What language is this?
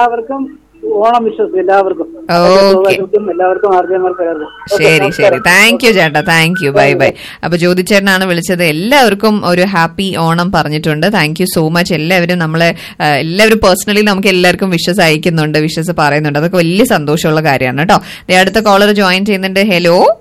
Malayalam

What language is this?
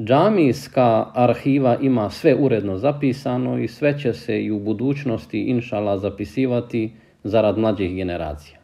Bosnian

